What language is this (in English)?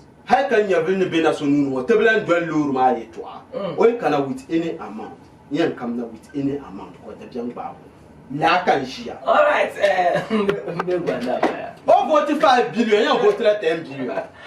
Dagbani